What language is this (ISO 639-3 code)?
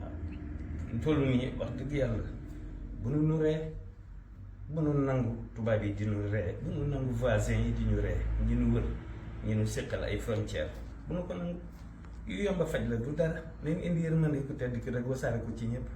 wol